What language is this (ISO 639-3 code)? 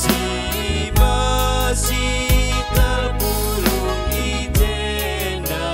btx